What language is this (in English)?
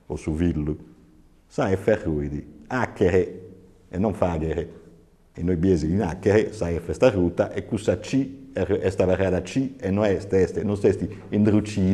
Sardinian